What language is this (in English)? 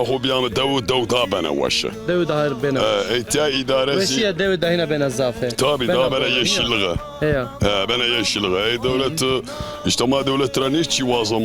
Zaza